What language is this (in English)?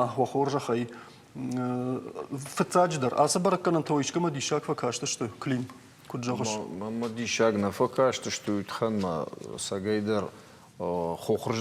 Ossetic